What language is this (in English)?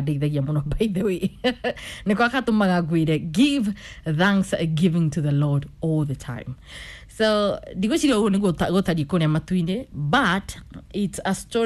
Kikuyu